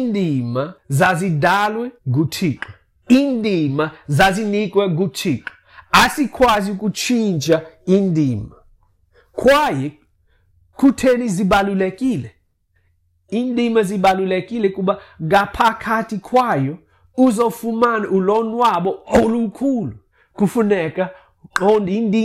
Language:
Xhosa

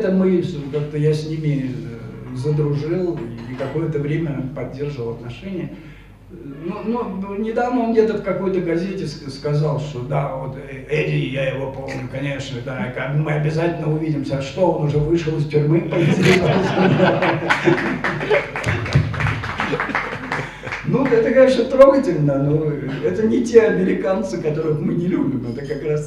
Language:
Russian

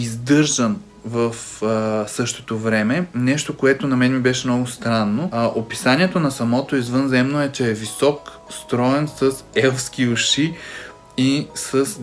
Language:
Bulgarian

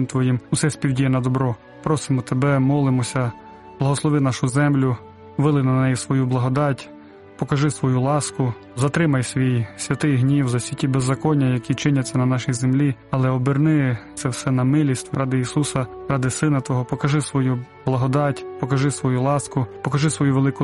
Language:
Ukrainian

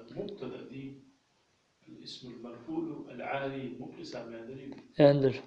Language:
Ingush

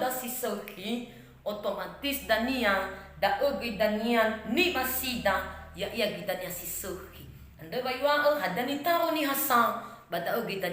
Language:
Nias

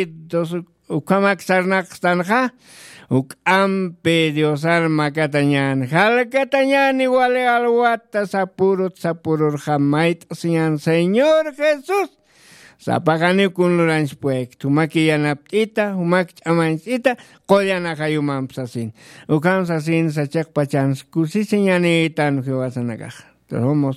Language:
Aymara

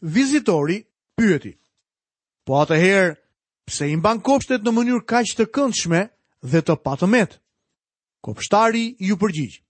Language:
Albanian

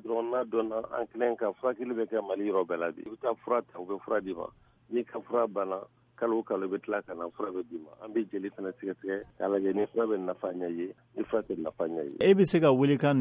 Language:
Bambara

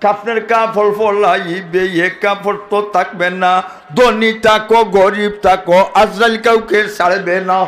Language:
Sylheti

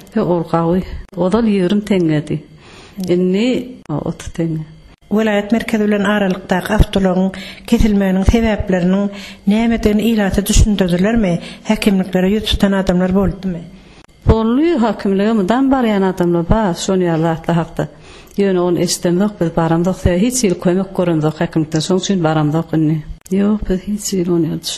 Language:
Turkmen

